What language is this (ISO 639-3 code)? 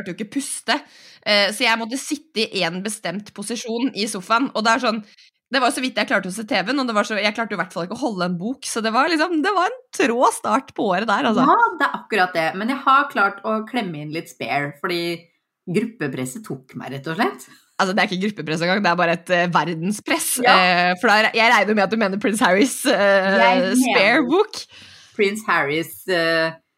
nor